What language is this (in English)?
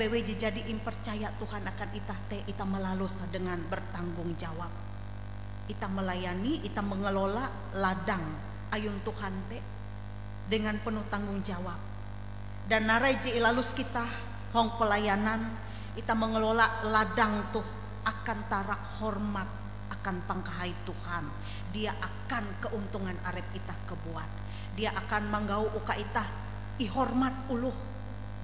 Ngaju